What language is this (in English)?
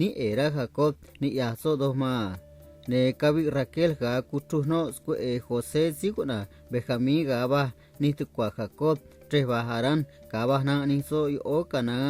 Copala Triqui